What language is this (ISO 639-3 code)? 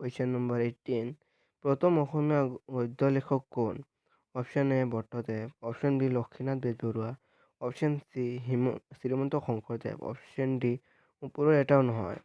asm